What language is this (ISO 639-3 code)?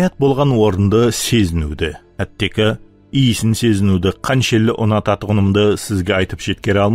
kaa